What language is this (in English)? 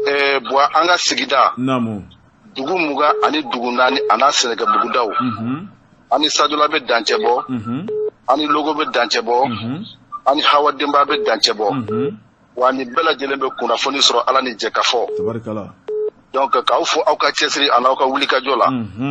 Bambara